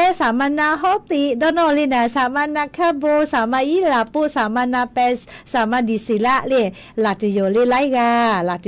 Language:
Lahu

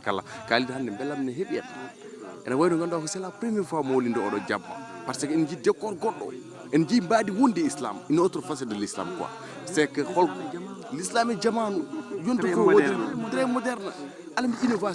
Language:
Fula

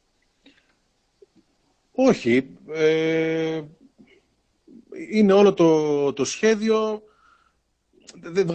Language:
Greek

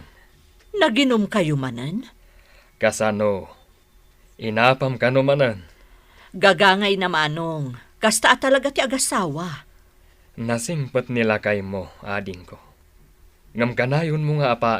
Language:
Iloko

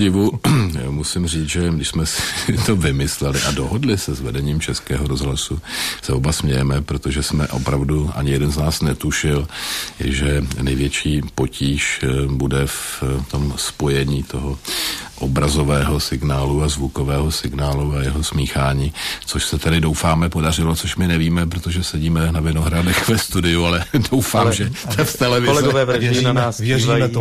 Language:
Czech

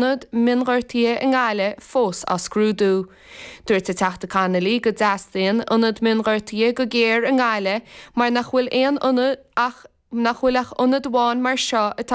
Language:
Irish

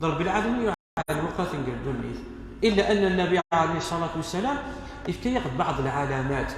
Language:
Kabyle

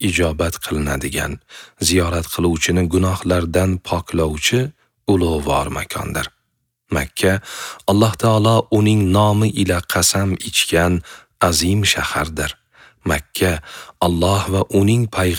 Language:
Uzbek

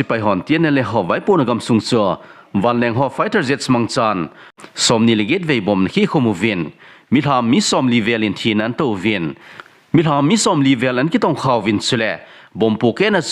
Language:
Thado Chin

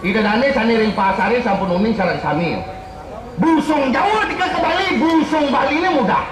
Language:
Balinese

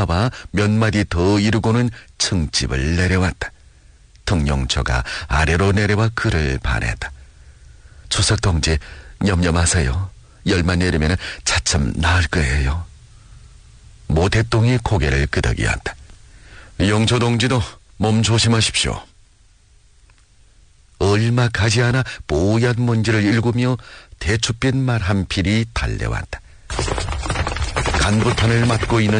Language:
Korean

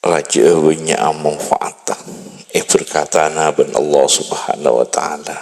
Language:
Madurese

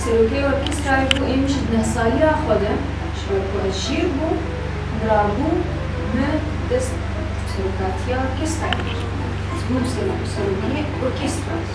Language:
Kurdish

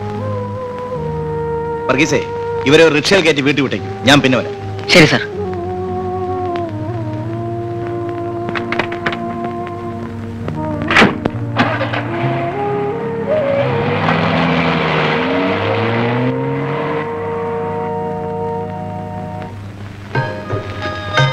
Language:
Malayalam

